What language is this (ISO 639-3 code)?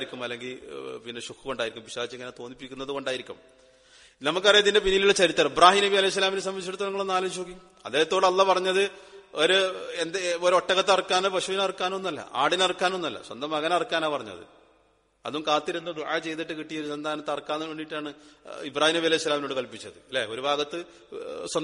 mal